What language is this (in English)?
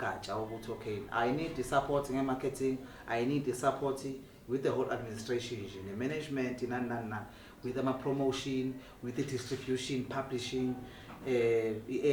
Zulu